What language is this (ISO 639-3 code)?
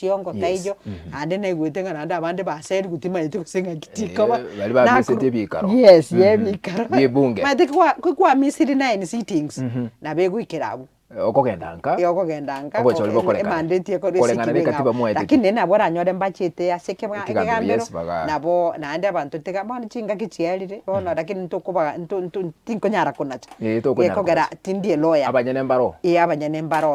guz